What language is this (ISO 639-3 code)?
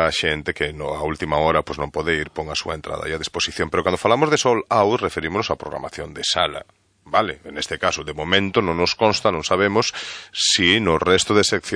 glg